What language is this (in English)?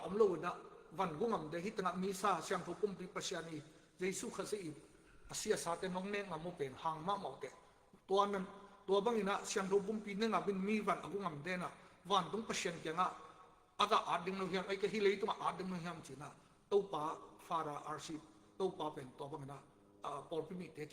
Tedim Chin